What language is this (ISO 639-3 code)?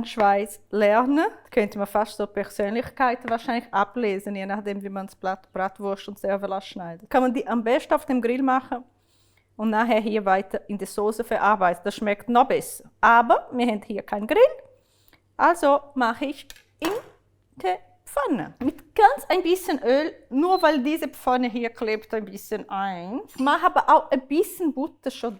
gsw